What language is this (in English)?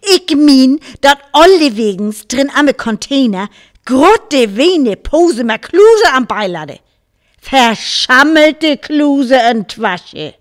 Northern Frisian